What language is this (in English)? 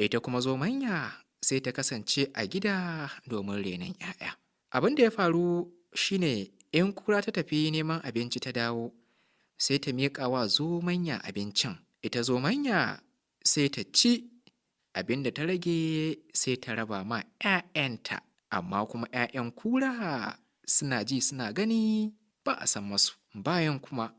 Hausa